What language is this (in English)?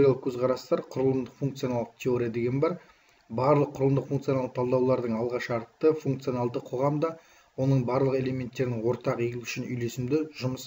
Kazakh